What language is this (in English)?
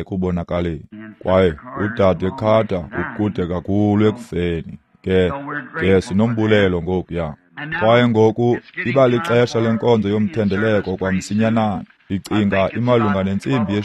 Xhosa